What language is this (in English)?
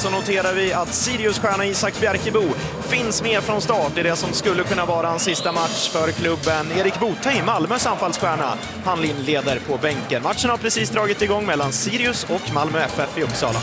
Swedish